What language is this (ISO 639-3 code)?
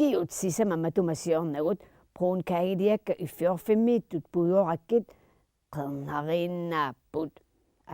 kal